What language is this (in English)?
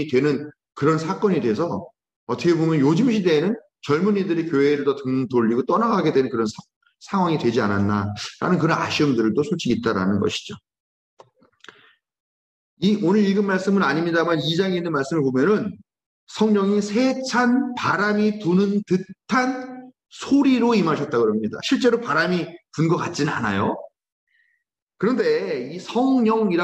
Korean